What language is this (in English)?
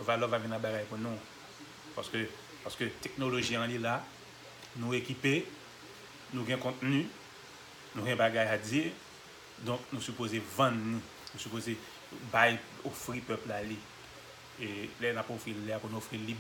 Haitian Creole